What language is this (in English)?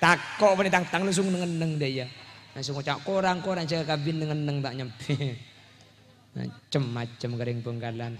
Madurese